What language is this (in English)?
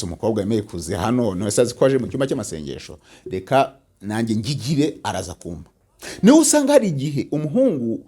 Kinyarwanda